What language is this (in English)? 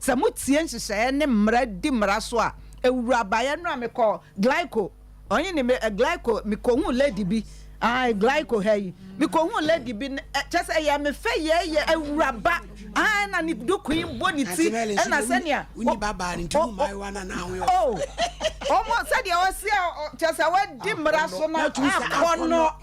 Akan